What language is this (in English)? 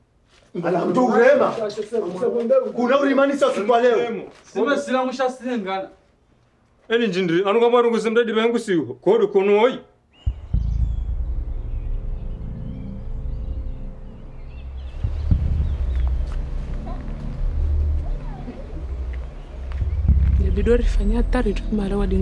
Swahili